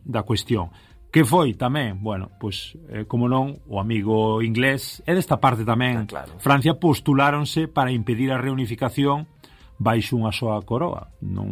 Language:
Galician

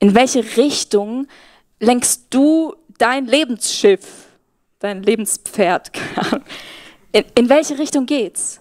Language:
Swiss German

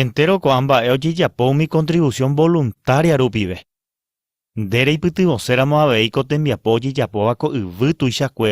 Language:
Guarani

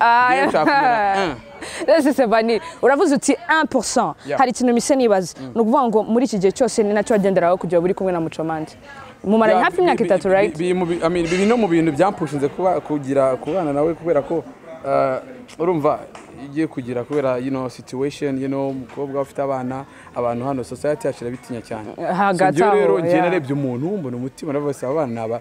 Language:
Kinyarwanda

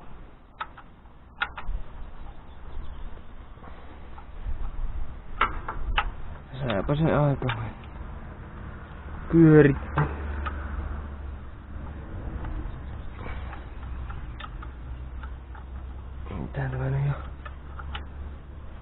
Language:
Finnish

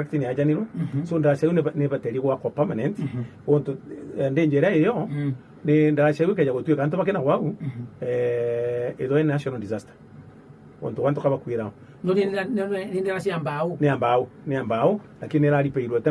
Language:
Meru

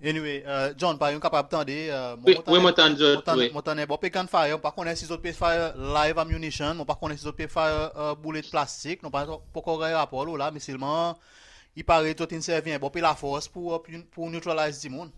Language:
Seselwa Creole French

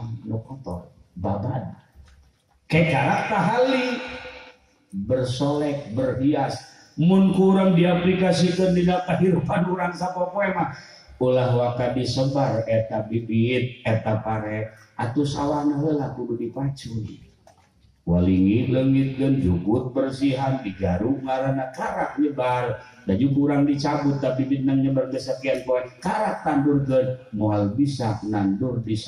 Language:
Sundanese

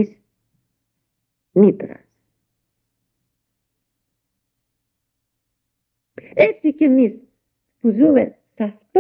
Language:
Greek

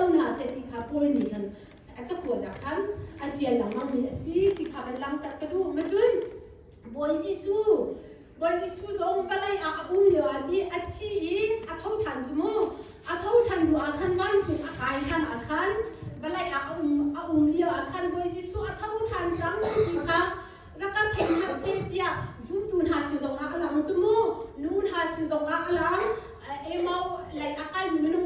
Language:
Hakha Chin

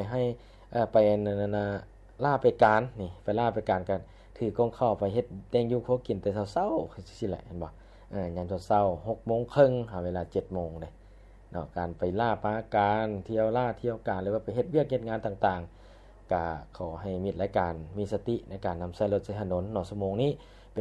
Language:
Lao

